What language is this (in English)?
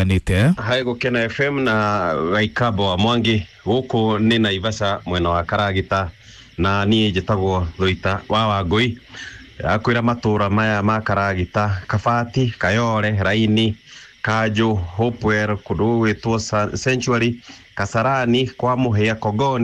Kikuyu